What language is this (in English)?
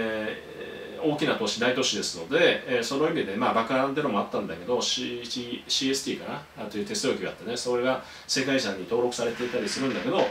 Japanese